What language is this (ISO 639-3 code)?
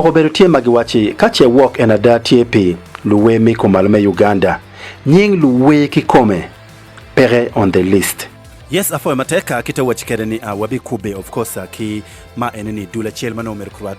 ach